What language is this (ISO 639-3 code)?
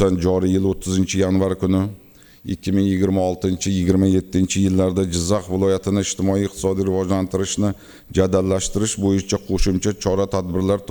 uzb